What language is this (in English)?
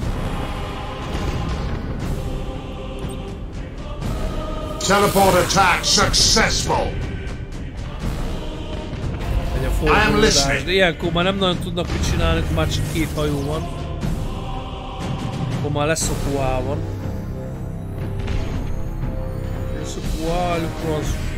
Hungarian